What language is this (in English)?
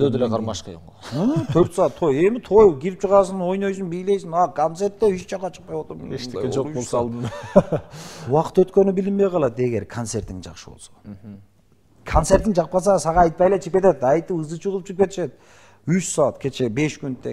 Kyrgyz